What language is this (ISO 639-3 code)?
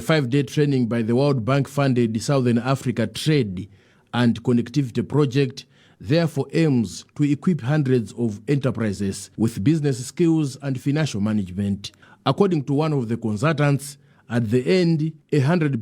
eng